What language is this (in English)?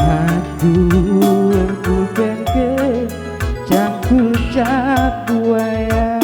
Batak Karo